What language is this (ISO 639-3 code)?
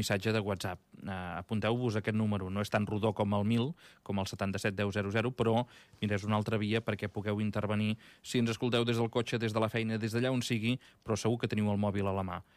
cat